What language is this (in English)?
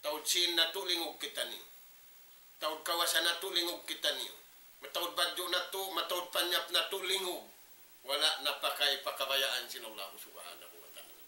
Tausug